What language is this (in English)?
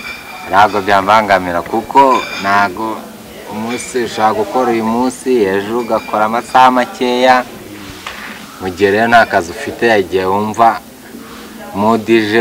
Kinyarwanda